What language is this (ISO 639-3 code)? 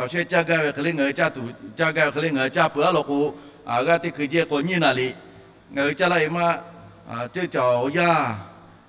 lhu